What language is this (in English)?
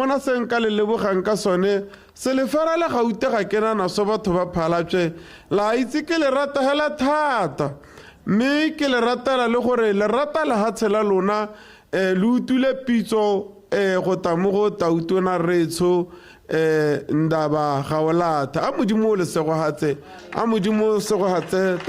Tswana